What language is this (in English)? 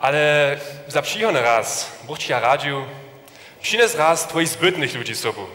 Upper Sorbian